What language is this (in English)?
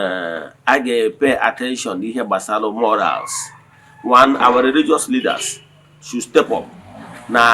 Igbo